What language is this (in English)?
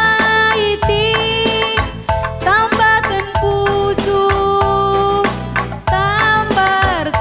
Batak Karo